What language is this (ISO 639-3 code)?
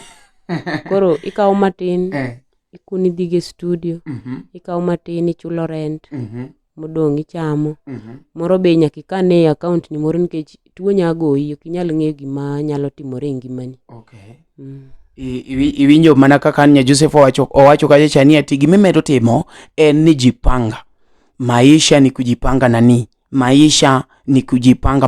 luo